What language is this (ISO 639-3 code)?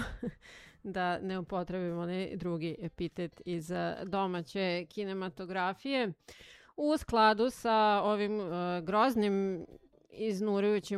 srp